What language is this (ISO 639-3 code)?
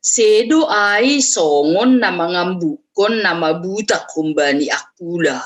bts